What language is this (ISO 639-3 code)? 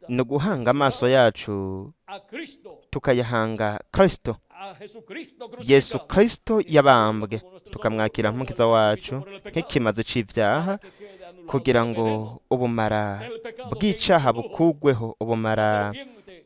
run